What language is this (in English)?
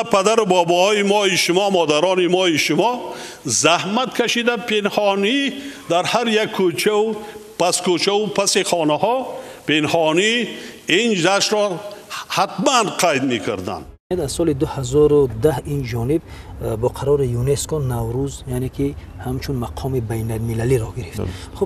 Tajik